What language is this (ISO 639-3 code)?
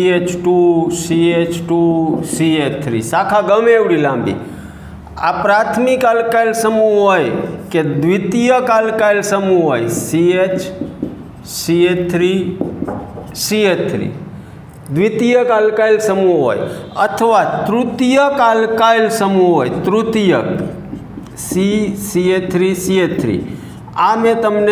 guj